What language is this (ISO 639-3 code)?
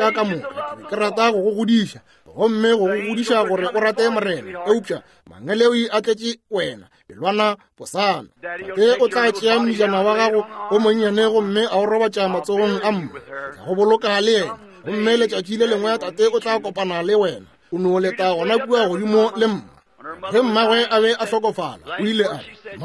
nso